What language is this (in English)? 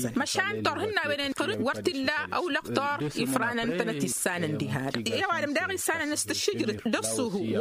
Tamasheq